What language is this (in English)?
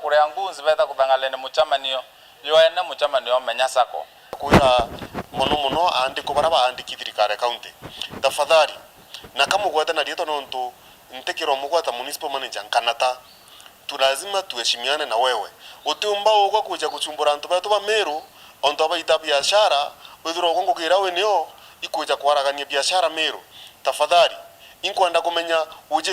Meru